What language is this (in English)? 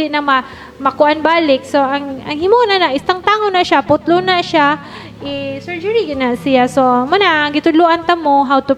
Cebuano